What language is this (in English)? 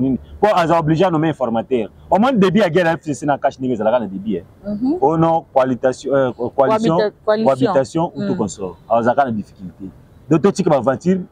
Lingala